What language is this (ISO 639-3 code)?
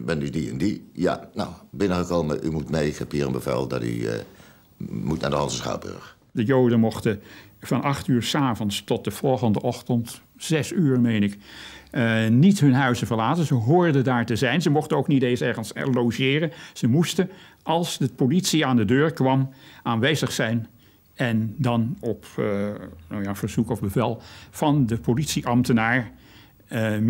nld